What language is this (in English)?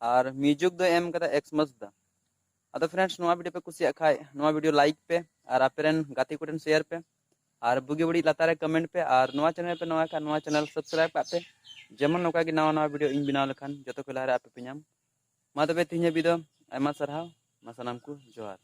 Santali